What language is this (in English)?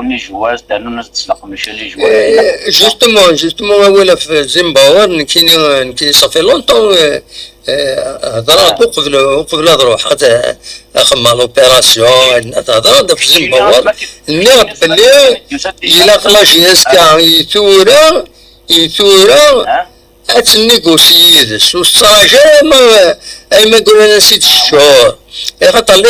Kabyle